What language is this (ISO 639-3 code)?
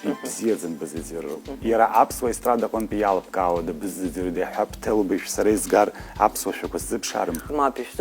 abk